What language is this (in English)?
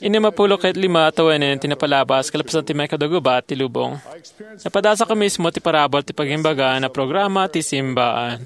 Iloko